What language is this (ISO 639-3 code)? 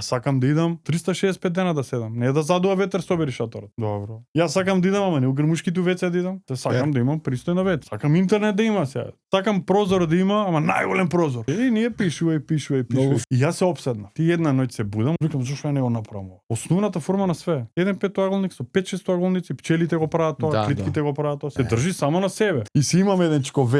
mkd